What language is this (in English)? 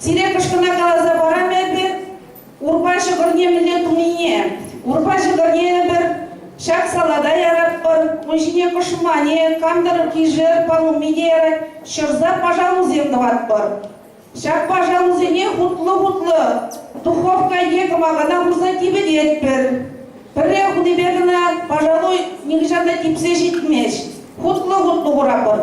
Chuvash